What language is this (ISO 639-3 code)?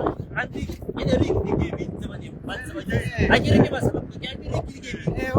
tsn